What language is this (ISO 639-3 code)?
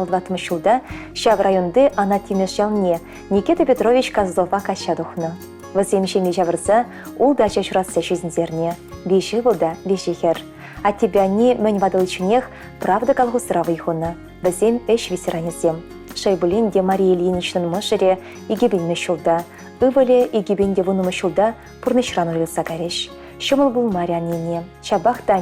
chv